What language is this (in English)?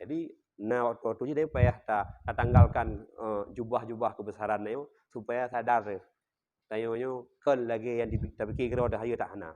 Achinese